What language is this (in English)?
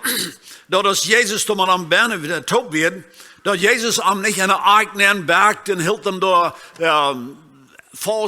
Plautdietsch